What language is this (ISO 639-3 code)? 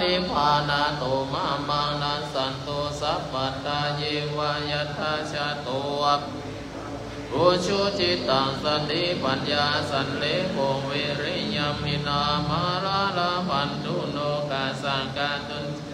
pli